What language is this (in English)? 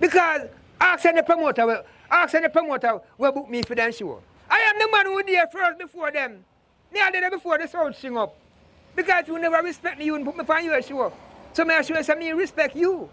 Jamaican Creole English